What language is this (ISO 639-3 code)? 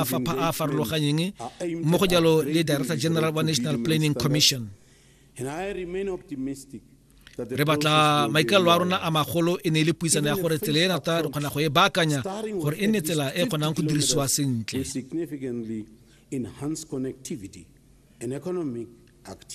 tsn